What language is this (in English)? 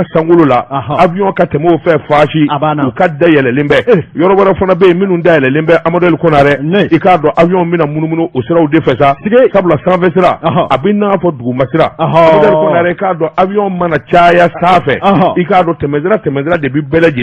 Bambara